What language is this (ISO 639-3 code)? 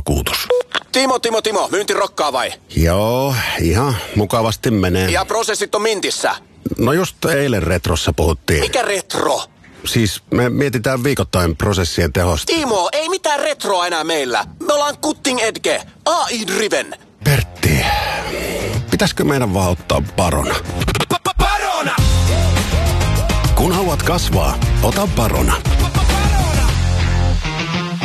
fin